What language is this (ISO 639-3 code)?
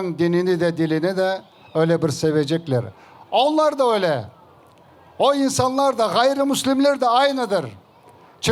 crh